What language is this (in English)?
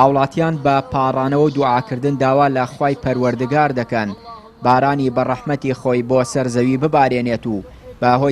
Central Kurdish